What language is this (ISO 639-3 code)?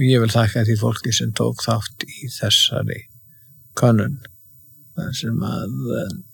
isl